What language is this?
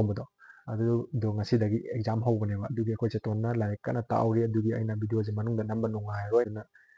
Manipuri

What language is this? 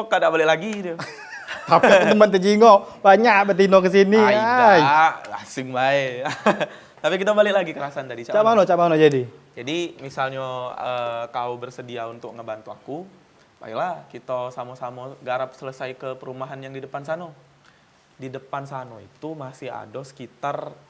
Musi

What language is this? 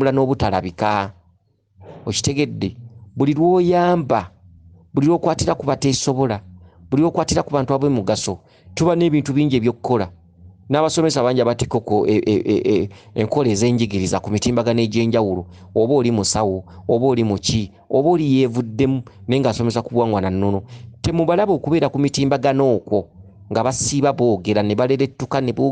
Ganda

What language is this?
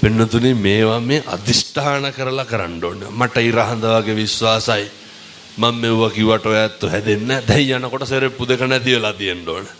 Sinhala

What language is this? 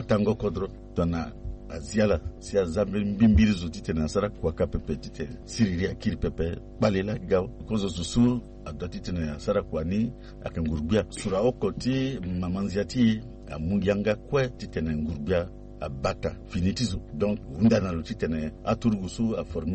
Sango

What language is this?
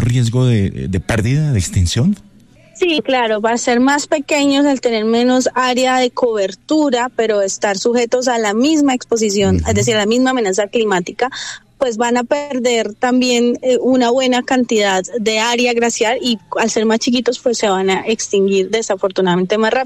Spanish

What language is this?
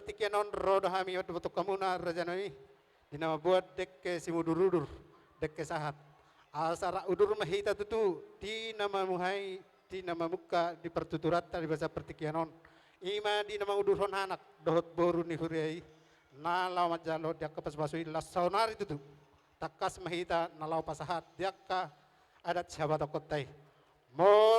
Batak Toba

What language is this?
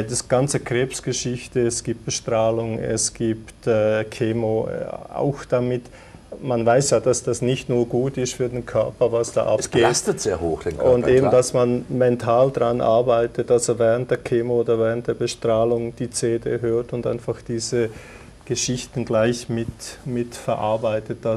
German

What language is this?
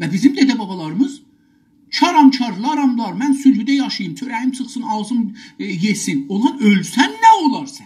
South Azerbaijani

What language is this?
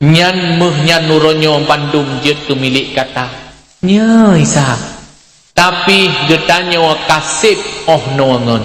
Achinese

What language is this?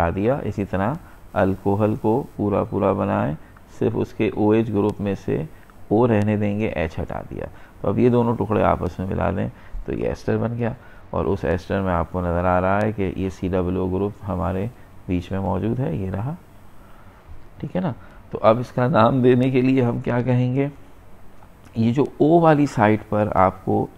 Hindi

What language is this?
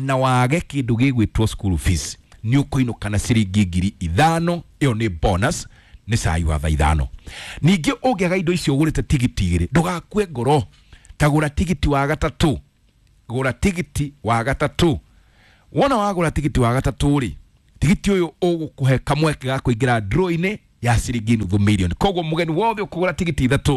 Kikuyu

